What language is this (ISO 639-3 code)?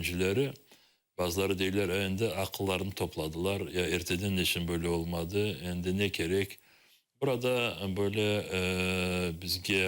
crh